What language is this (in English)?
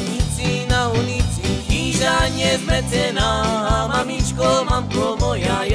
Slovak